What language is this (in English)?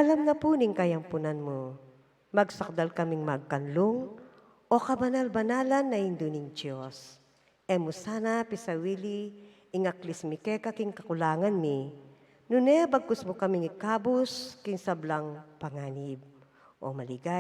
Pampanga